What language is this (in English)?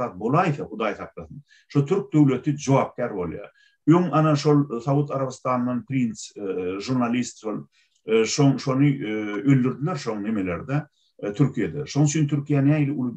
Turkmen